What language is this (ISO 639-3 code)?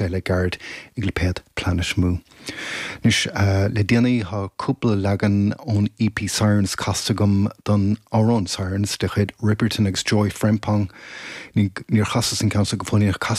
gle